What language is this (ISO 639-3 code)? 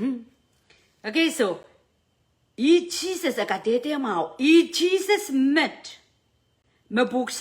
pon